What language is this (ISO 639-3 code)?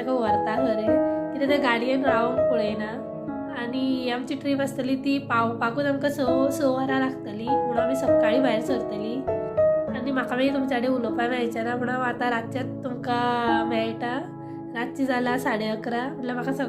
kok